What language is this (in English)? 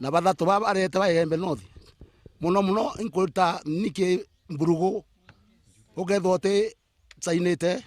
Meru